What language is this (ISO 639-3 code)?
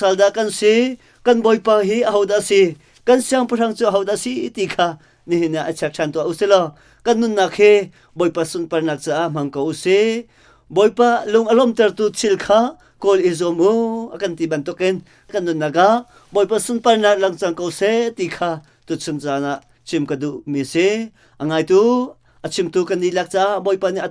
cnh